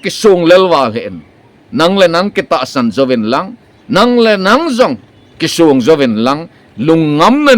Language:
Thado Chin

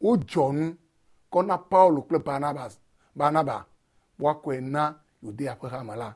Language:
Ewe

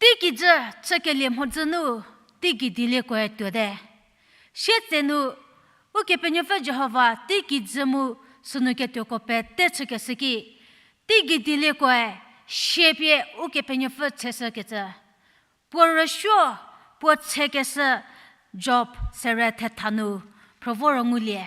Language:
Angami Naga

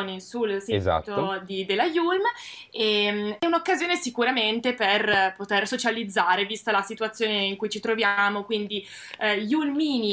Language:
Italian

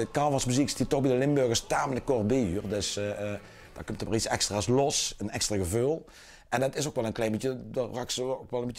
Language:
Limburgish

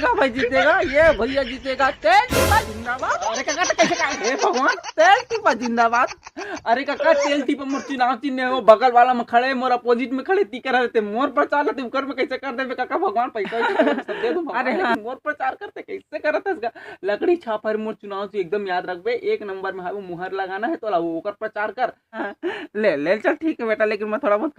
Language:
Chhattisgarhi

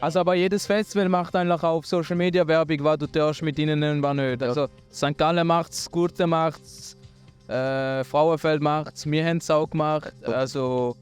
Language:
Swiss German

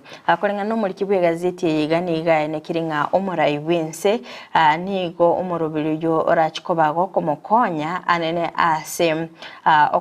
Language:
Gusii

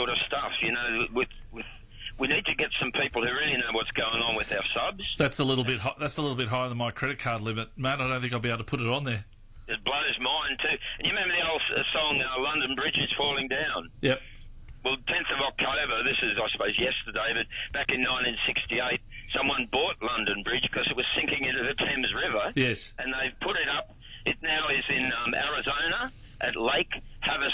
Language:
English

